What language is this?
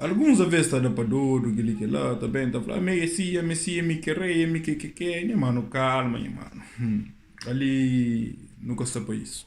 Kabuverdianu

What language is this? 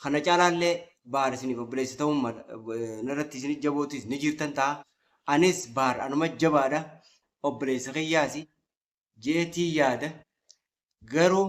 Oromo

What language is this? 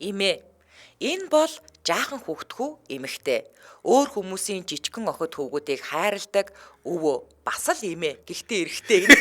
Mongolian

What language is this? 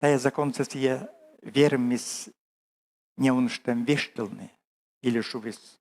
Komi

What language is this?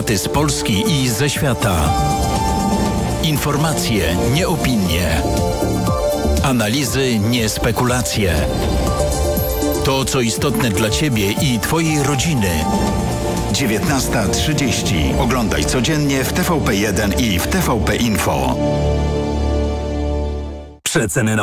Polish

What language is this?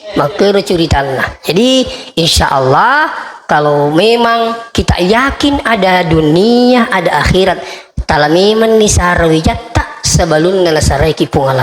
Buginese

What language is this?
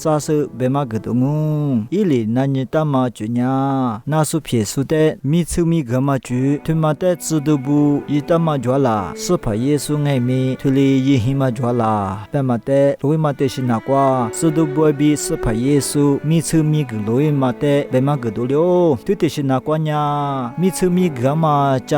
Lisu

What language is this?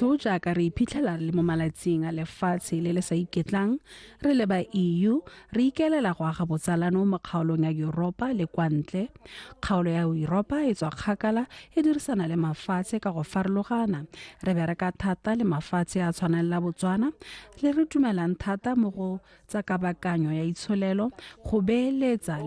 Tswana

